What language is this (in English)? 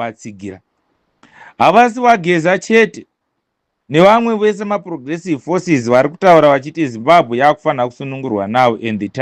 Shona